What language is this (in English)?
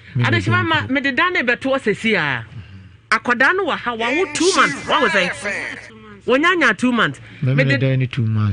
Akan